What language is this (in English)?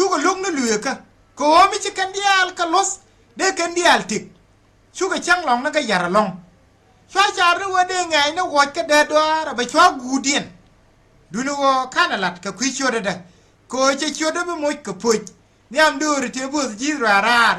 Nuer